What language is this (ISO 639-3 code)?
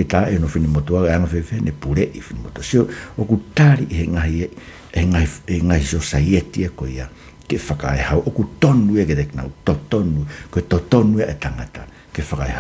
ton